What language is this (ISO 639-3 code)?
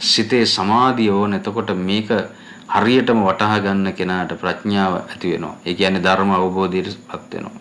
sin